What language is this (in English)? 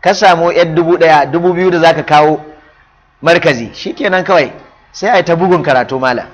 Hausa